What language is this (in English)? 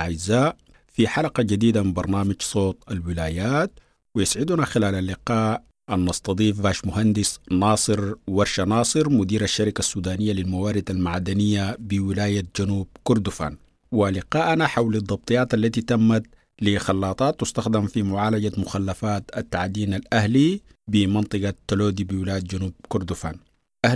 Sudanese Arabic